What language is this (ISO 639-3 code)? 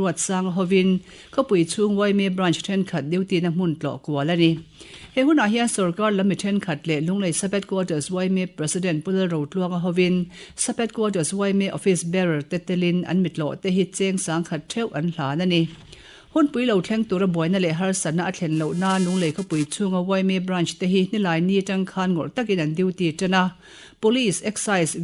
lus